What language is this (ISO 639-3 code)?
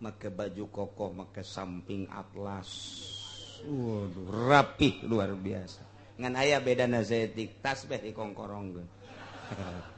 sun